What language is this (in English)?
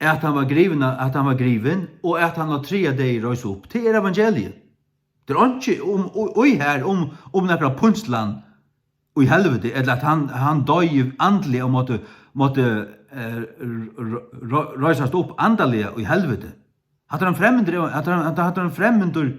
Faroese